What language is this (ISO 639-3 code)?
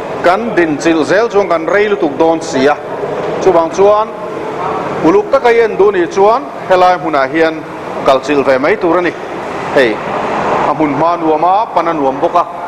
lus